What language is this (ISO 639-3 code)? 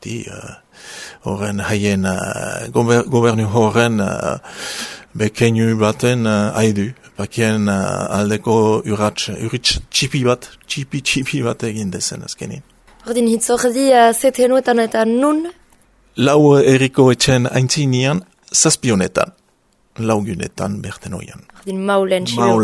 eus